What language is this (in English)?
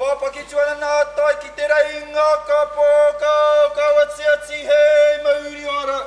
Māori